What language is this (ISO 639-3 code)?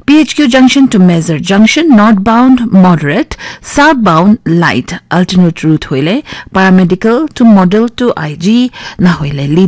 nag